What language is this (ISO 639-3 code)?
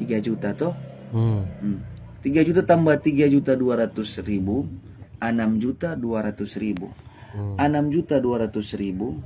xmm